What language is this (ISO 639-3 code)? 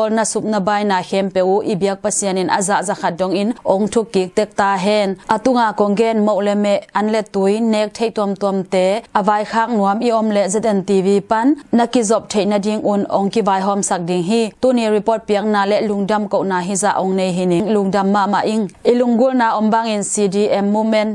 ctd